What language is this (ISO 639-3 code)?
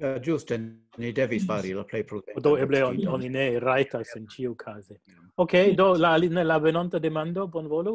epo